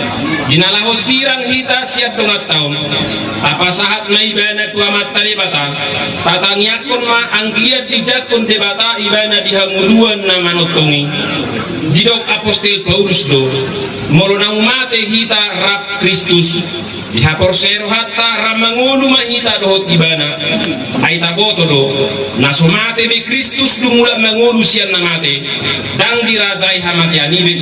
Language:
Batak Toba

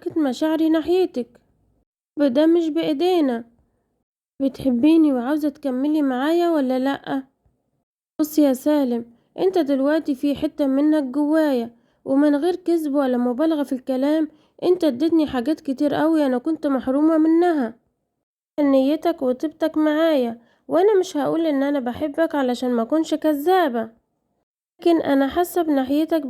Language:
Egyptian Arabic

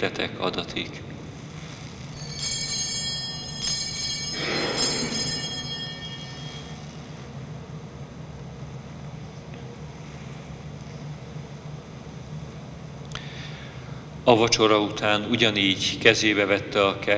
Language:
Hungarian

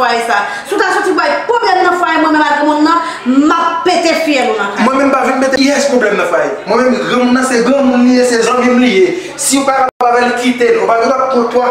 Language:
Haitian Creole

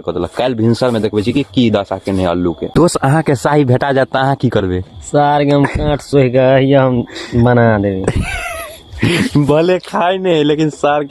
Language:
Maithili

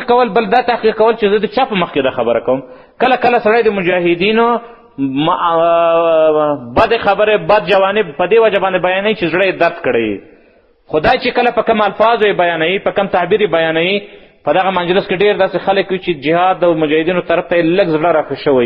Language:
Pashto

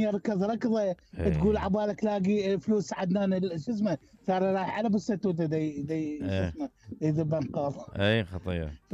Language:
Mesopotamian Arabic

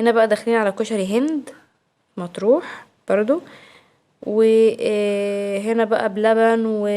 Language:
Egyptian Arabic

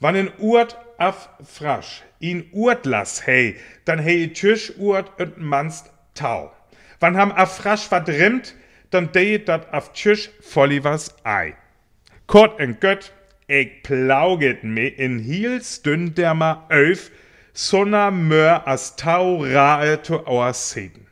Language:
Northern Frisian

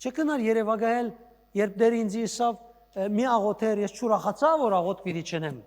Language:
Western Armenian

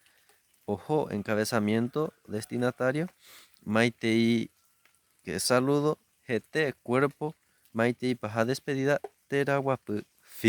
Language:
Guarani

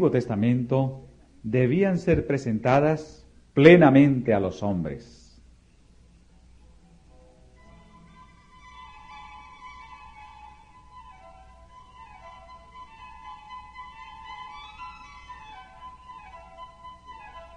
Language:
Spanish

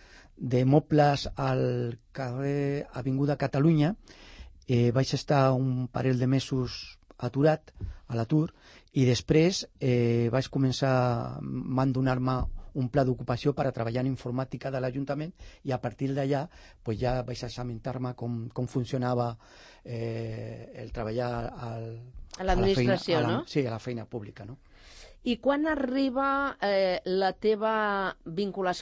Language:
Catalan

